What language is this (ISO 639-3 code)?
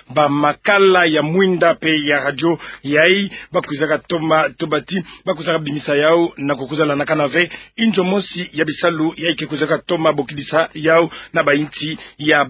ktu